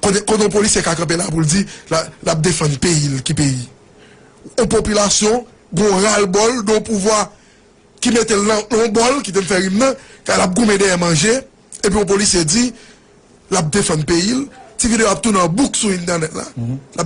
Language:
Haitian Creole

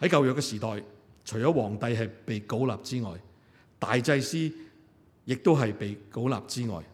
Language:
Cantonese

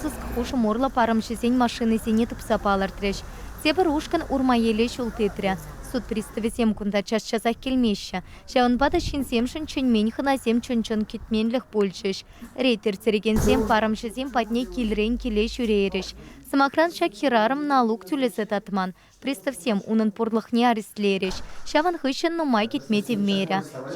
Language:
Chuvash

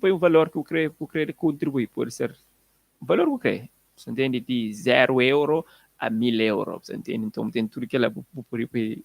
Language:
Kabuverdianu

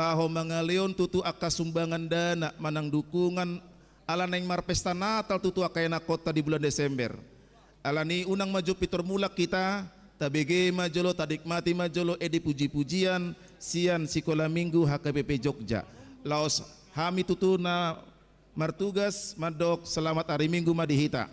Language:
Batak Toba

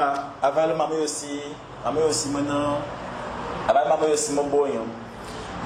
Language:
Fang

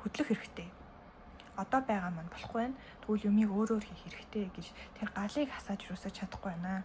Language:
Mongolian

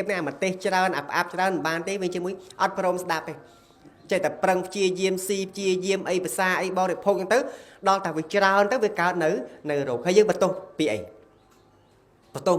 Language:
Khmer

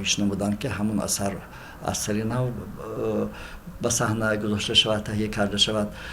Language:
Tajik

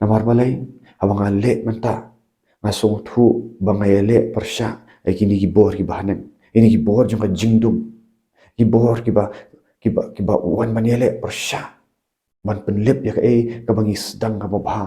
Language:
Khasi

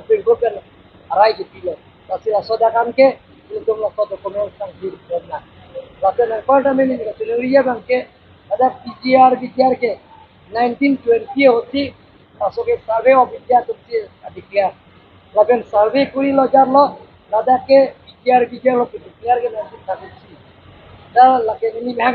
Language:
Karbi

